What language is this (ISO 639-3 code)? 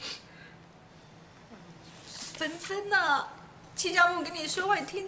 zho